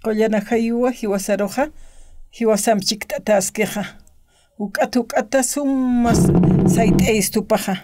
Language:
Aymara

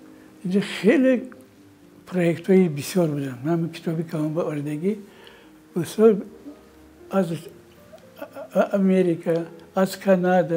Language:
Tajik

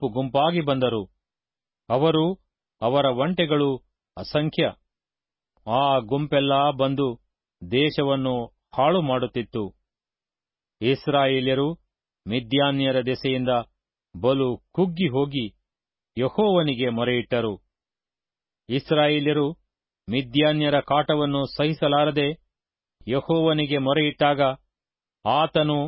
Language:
Kannada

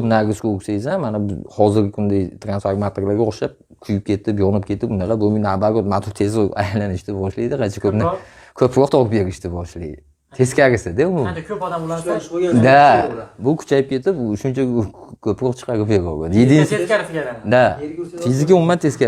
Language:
Uzbek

